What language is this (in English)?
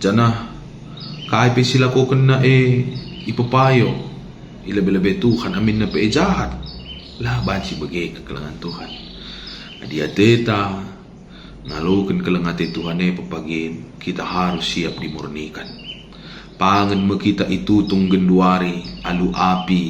Batak Karo